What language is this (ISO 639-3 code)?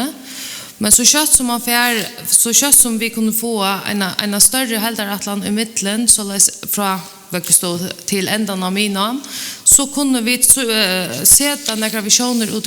fao